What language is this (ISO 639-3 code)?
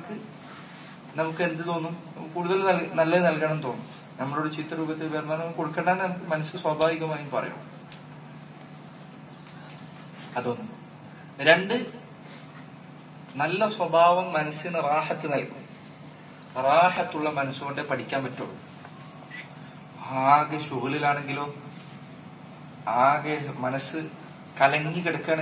mal